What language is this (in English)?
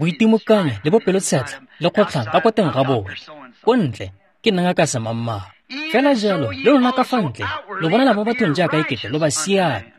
Tswana